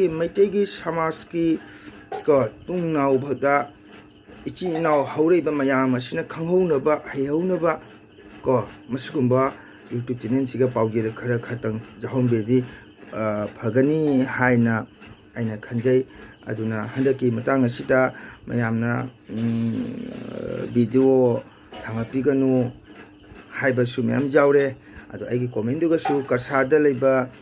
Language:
Manipuri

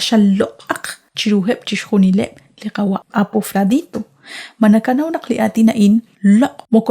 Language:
Kekchí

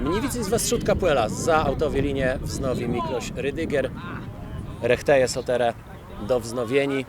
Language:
Kashubian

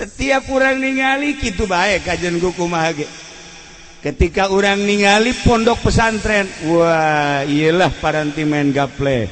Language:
Sundanese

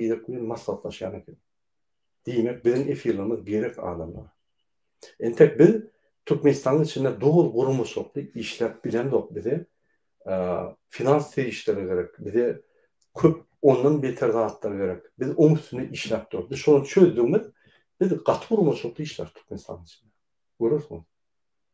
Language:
Turkmen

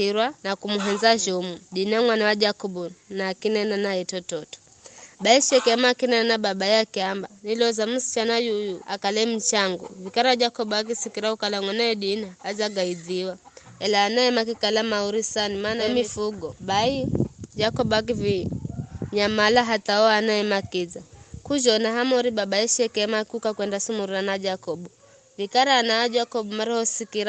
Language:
Giryama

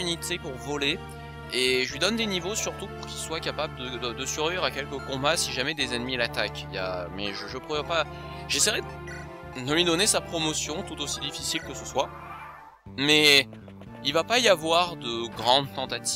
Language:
French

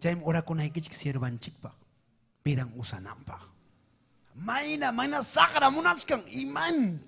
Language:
Ayacucho Quechua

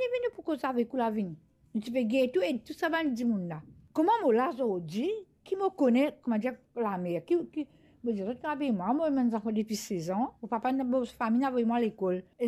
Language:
Morisyen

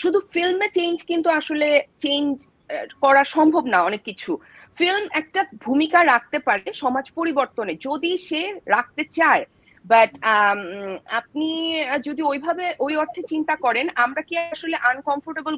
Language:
Bangla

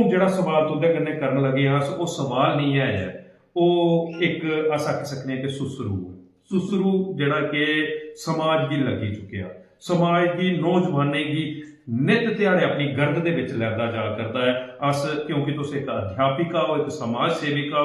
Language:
Dogri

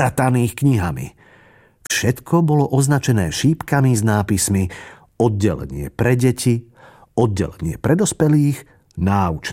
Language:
Slovak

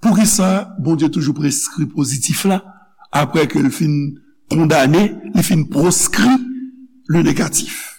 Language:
Haitian Creole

